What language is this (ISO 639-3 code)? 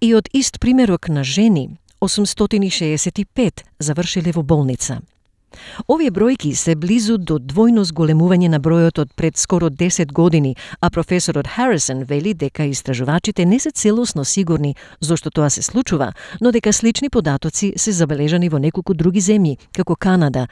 mkd